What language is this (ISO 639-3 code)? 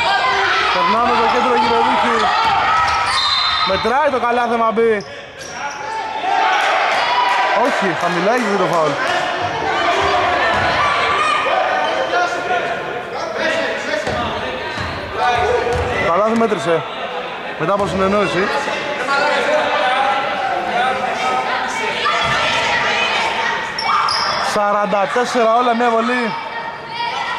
ell